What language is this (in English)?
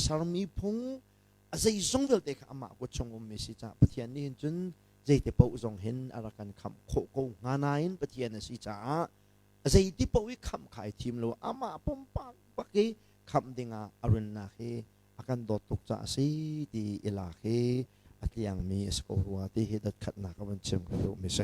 Hakha Chin